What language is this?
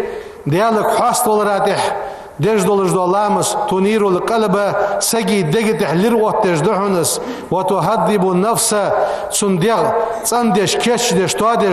Ingush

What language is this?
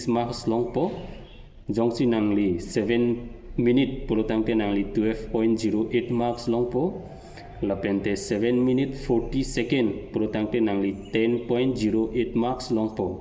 Karbi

